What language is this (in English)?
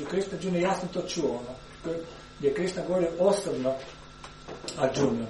Croatian